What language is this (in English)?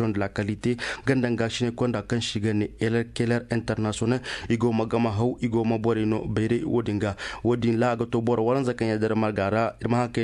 Zarma